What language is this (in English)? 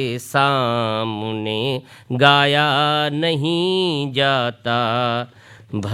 Hindi